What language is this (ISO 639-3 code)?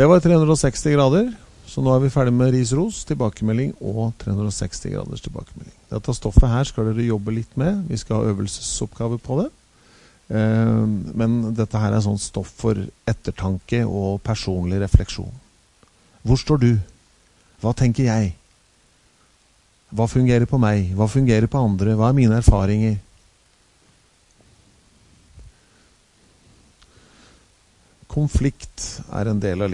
nor